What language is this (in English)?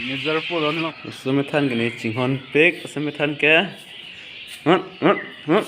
Karbi